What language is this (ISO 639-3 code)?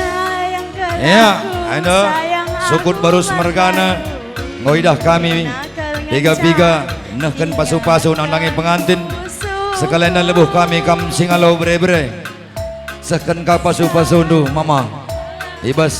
btx